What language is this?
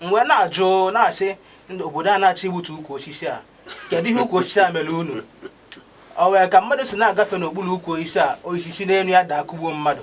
Igbo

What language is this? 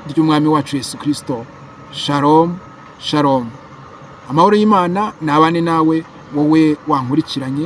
Kinyarwanda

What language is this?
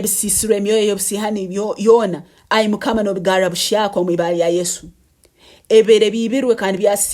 Nyankole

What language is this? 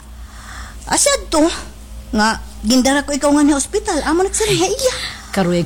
Waray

